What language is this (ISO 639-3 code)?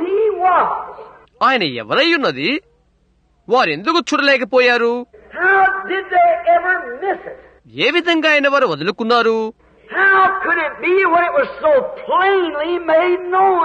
tel